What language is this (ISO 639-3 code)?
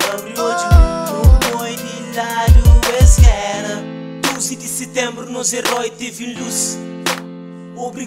kea